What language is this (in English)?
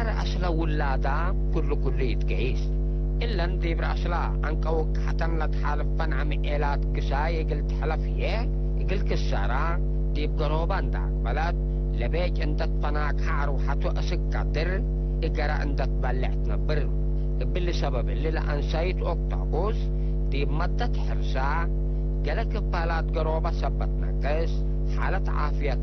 Tigre